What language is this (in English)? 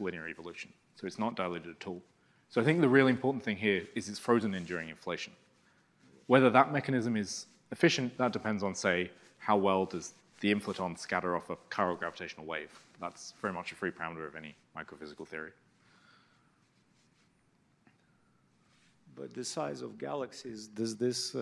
English